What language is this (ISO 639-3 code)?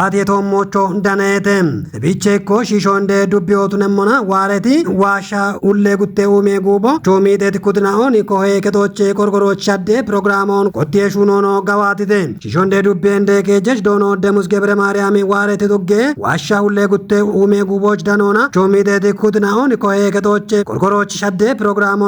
kbr